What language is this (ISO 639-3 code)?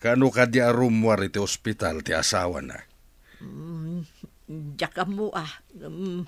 ilo